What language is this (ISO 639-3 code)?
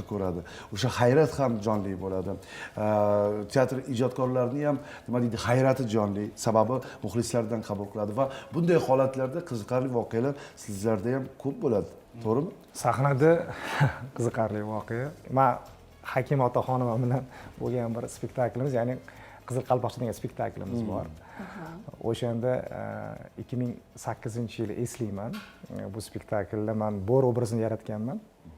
uzb